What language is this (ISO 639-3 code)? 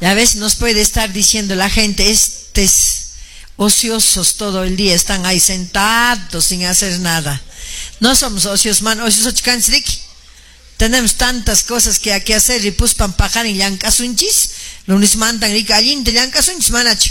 que